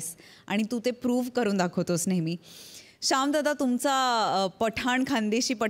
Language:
Marathi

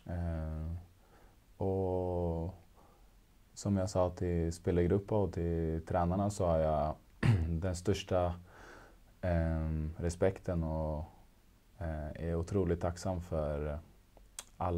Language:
Swedish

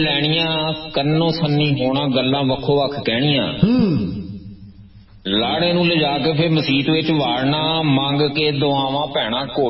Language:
Punjabi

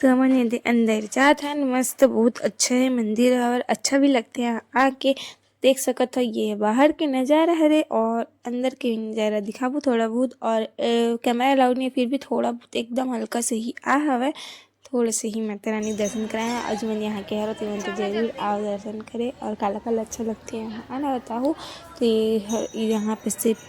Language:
Chhattisgarhi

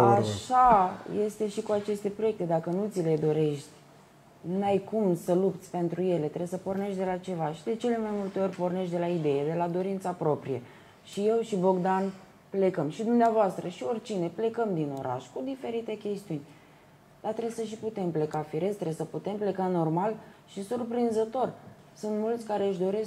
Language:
Romanian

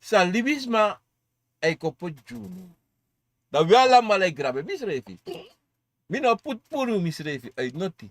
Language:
Sranan Tongo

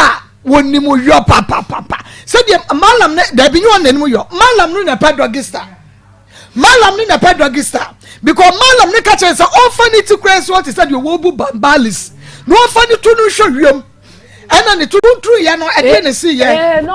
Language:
Akan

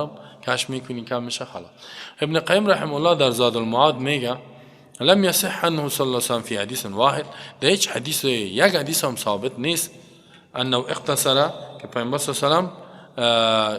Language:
Persian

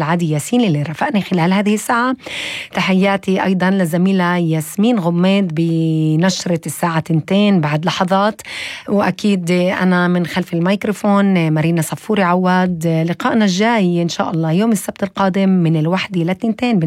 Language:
North Levantine Arabic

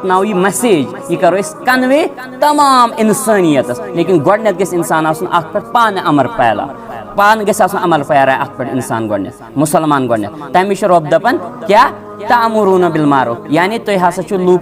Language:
Kashmiri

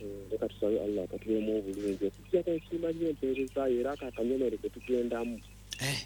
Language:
Ganda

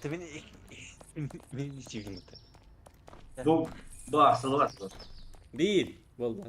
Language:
Yakut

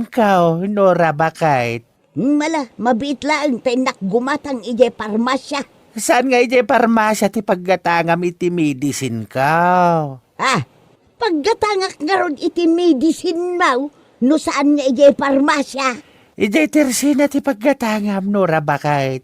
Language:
Iloko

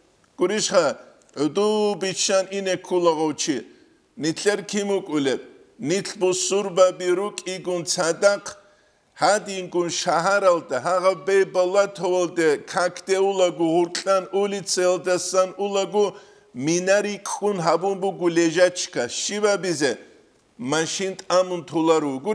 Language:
Avaric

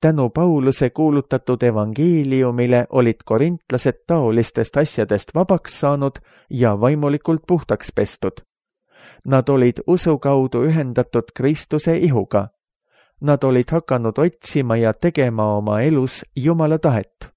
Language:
Estonian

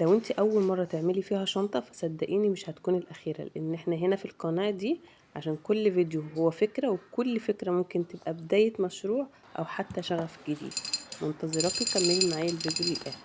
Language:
Egyptian Arabic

